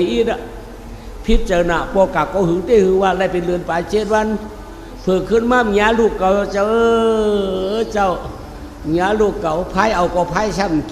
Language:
Shan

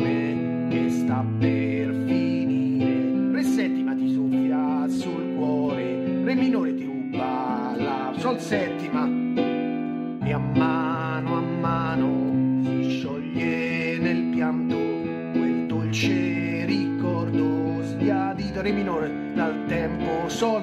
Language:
Italian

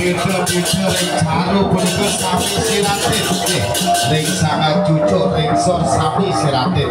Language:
Balinese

